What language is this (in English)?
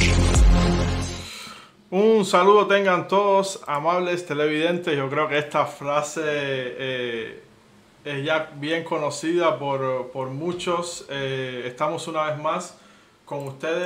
Spanish